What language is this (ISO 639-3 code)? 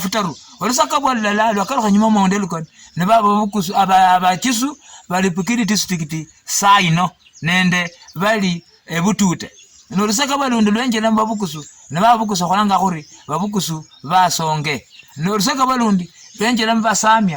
luy